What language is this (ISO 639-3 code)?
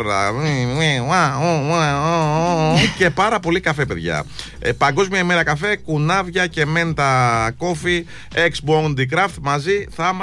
ell